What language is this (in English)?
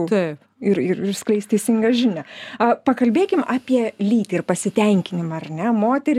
Lithuanian